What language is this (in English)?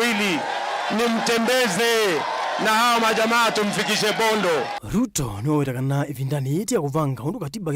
Kamba